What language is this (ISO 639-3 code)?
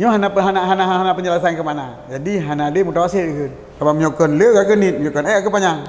ace